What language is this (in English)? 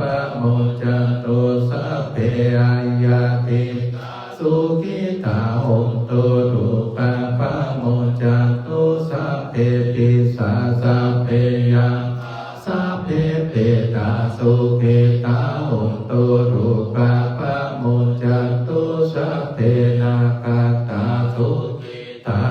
Pali